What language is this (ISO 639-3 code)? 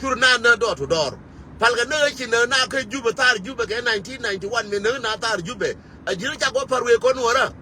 nus